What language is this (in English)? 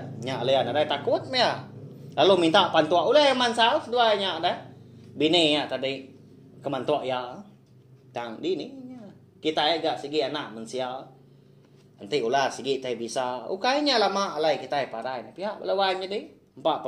Iban